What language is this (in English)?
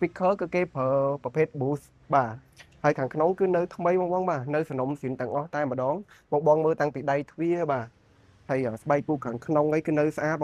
Khmer